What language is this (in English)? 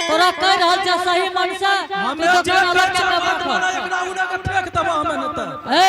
Angika